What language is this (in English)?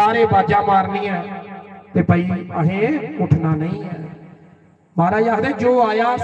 Dogri